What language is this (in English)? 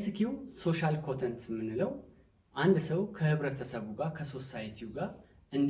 Amharic